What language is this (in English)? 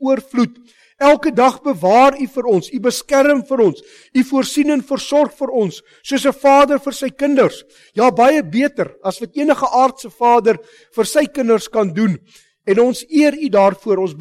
Afrikaans